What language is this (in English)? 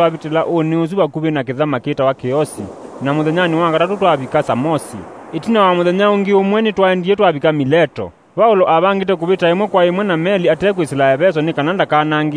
Kamba